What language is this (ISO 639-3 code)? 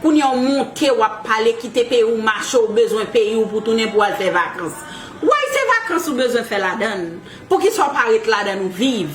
hat